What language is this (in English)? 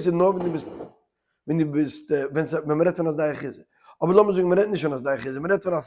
Yiddish